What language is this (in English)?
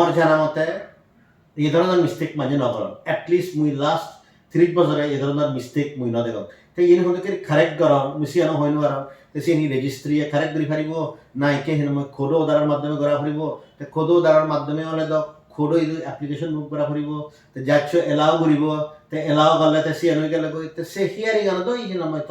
Chakma